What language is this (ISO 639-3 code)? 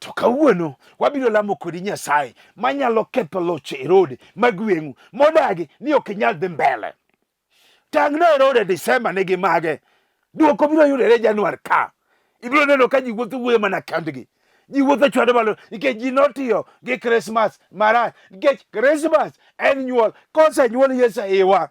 luo